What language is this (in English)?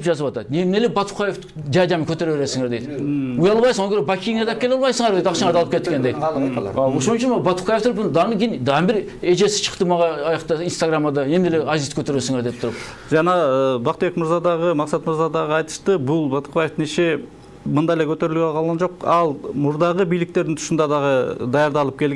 Kyrgyz